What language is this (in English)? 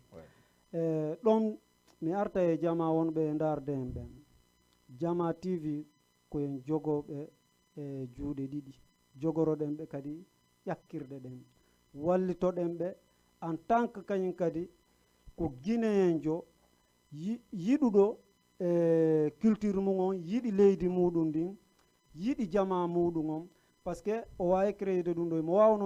Fula